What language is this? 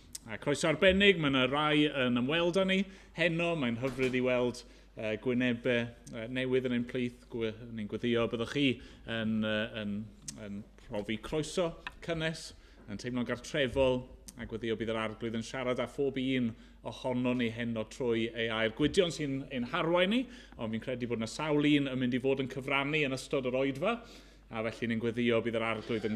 Welsh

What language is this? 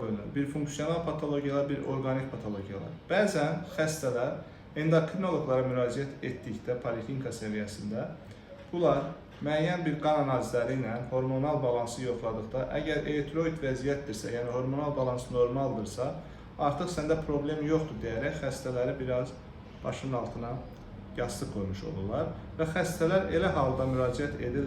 Azerbaijani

